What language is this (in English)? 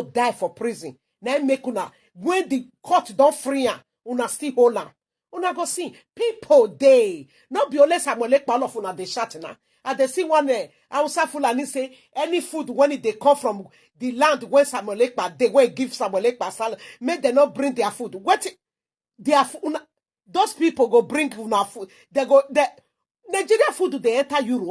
Nigerian Pidgin